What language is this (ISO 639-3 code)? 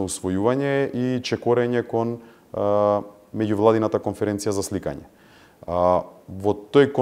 mkd